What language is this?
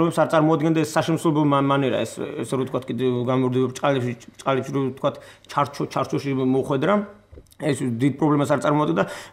Georgian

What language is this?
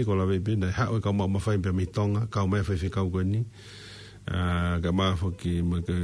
Tongan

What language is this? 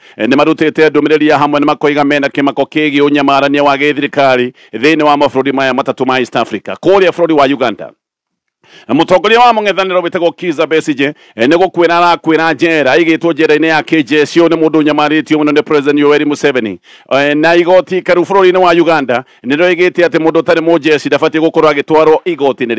Kikuyu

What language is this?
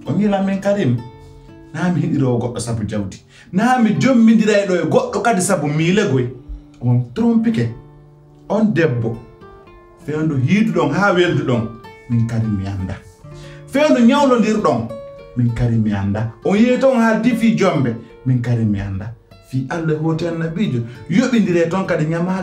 Pular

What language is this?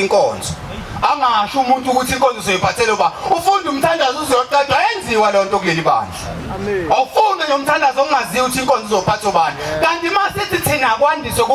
Zulu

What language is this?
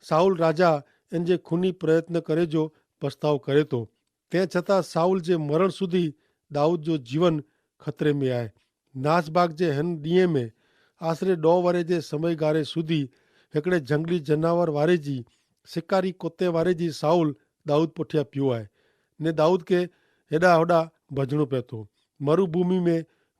Kachhi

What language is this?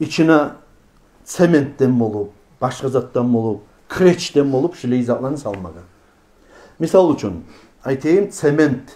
Kumyk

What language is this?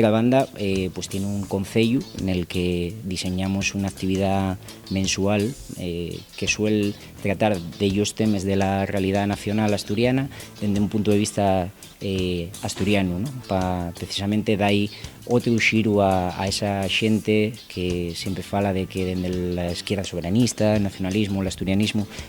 Asturian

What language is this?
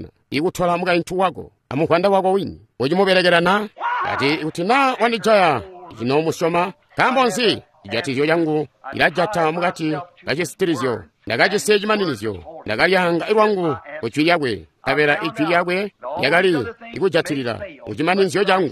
Tonga (Zambia)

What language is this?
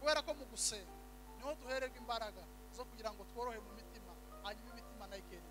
Kinyarwanda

